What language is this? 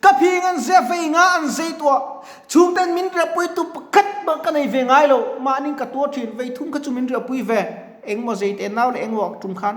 Mizo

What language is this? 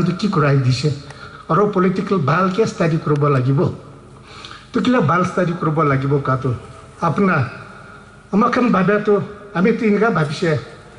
Naga Pidgin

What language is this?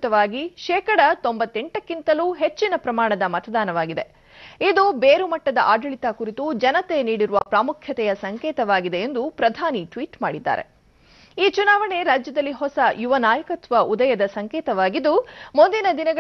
Kannada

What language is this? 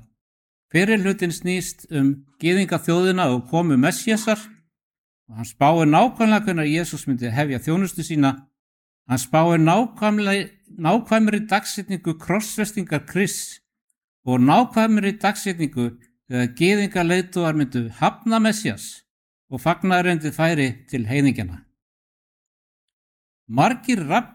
Icelandic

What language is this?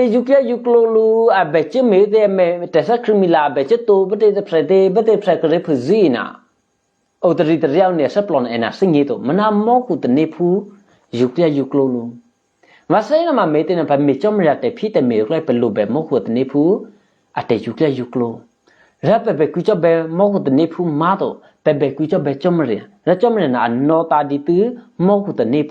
Eastern Kayah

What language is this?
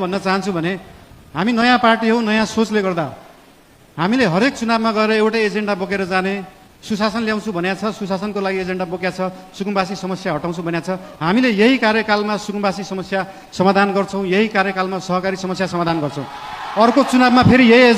Nepali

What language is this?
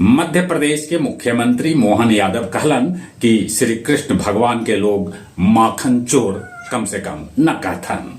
Magahi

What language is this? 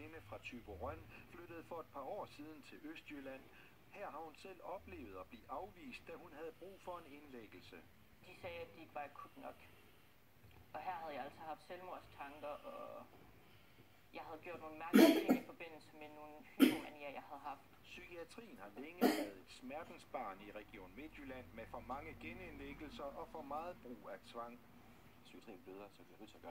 Danish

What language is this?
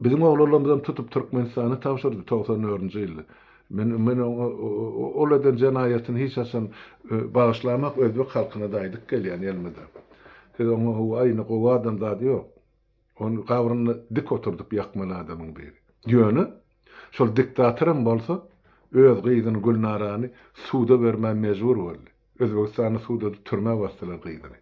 Turkmen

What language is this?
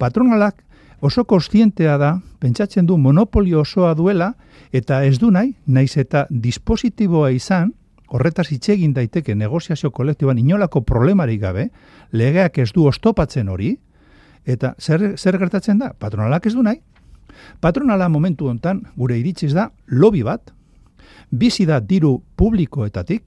Basque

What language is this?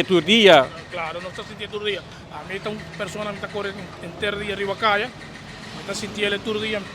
Papiamento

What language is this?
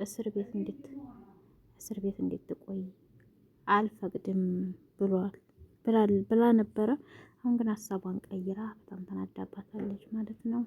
Amharic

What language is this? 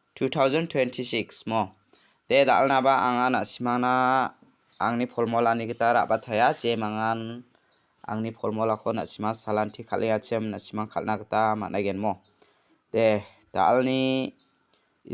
Garo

